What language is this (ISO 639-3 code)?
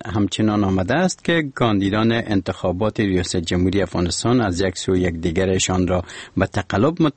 fas